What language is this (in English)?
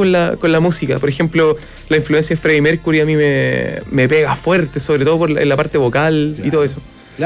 Spanish